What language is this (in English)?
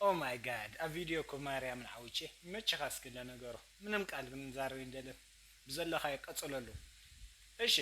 Tigrinya